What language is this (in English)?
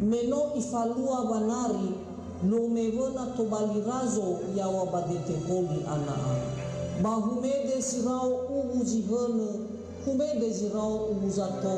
Nias